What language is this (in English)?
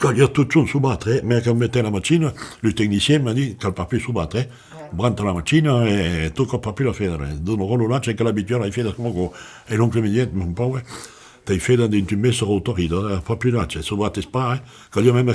Occitan